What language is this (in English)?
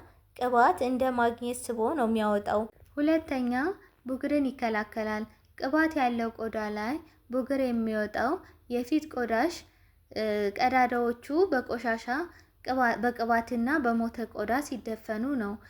Amharic